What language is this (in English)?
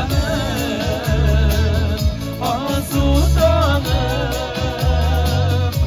Tatar